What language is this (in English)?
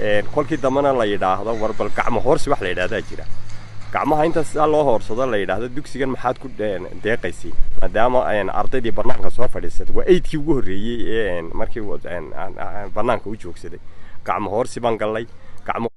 Somali